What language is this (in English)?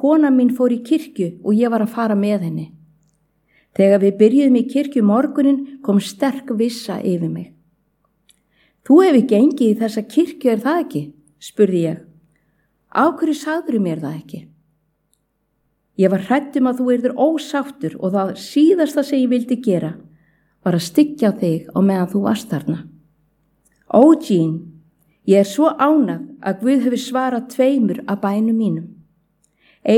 Icelandic